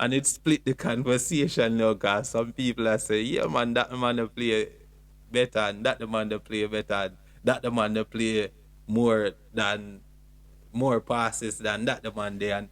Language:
Jamaican Creole English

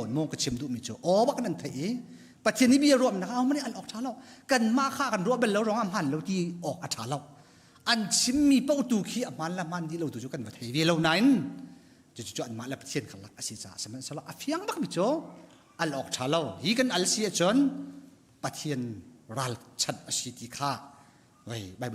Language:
Hakha Chin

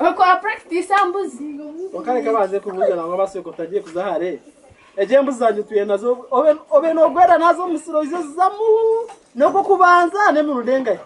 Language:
Nyankole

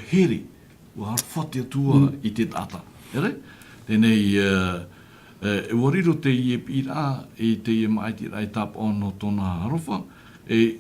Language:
Tahitian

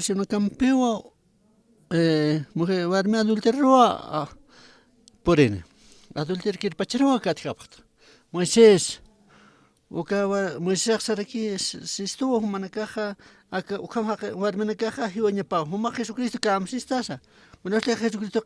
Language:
Aymara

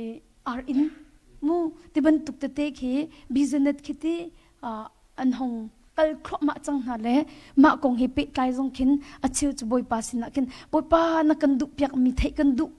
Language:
Hakha Chin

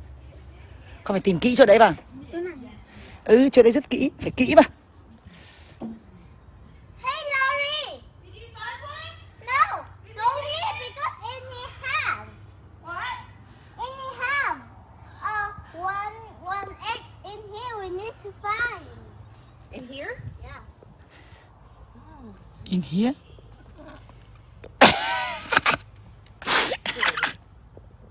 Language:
Vietnamese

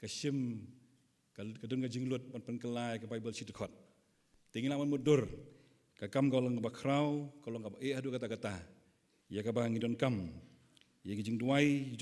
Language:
Khasi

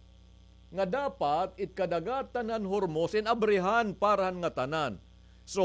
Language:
Waray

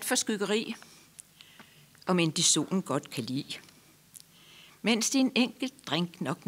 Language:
Danish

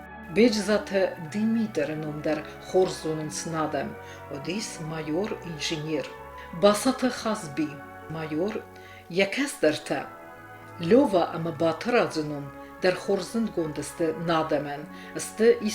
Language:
Ossetic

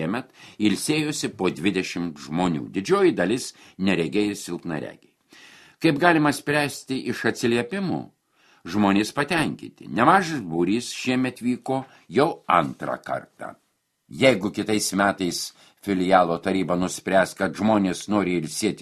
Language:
Lithuanian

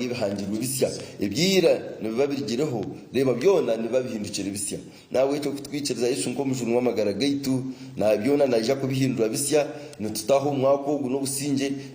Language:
Nyankole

